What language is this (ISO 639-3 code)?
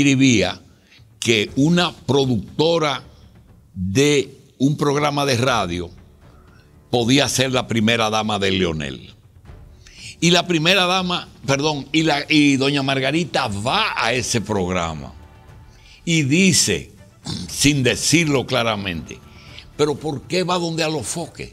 spa